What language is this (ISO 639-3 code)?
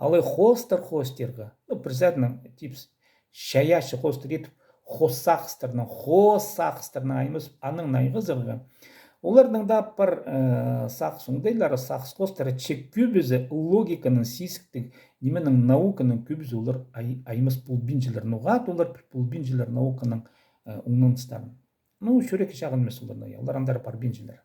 kjh